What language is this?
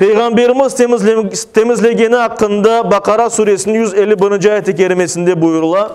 Crimean Tatar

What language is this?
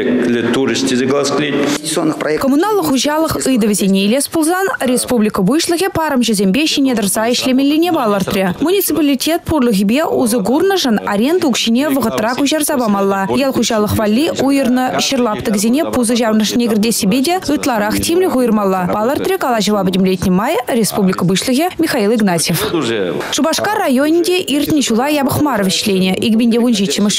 Chuvash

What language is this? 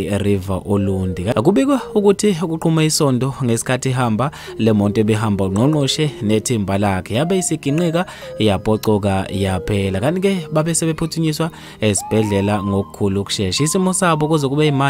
Zulu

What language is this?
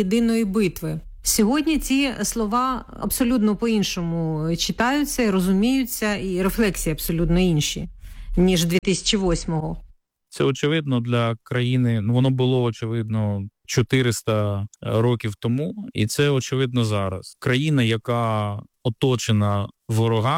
Ukrainian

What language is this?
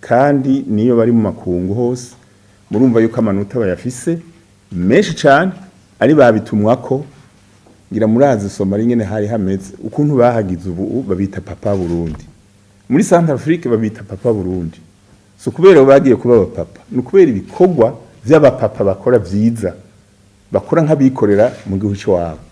Rundi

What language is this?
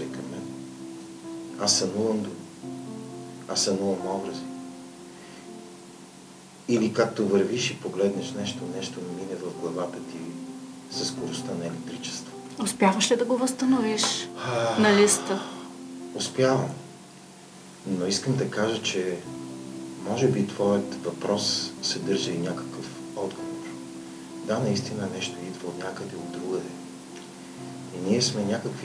Bulgarian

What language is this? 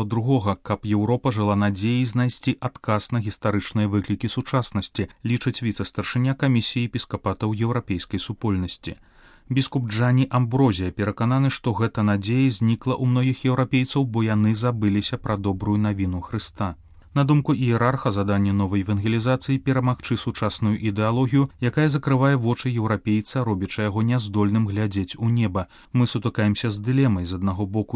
Belarusian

